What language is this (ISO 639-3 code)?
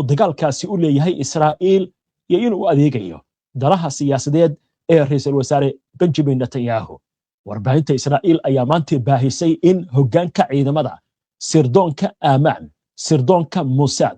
som